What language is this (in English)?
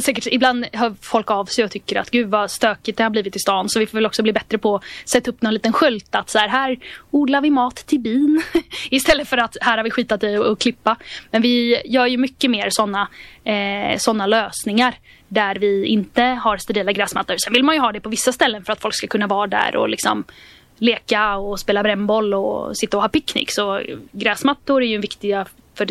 Swedish